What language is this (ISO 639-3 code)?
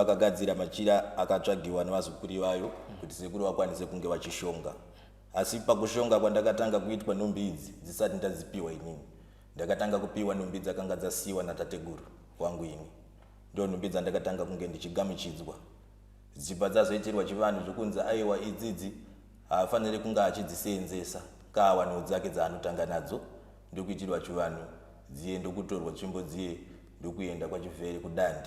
sna